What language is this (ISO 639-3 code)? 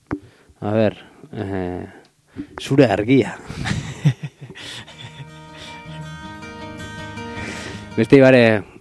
eus